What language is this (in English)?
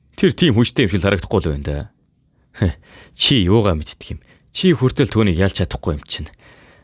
Mongolian